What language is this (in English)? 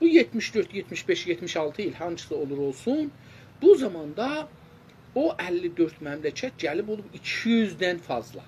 South Azerbaijani